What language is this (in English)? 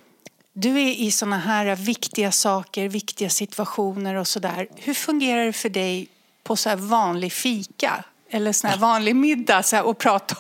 Swedish